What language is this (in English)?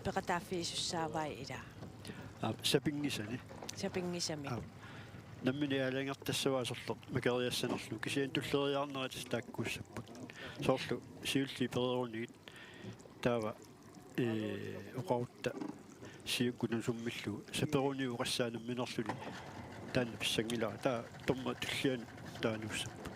Kalaallisut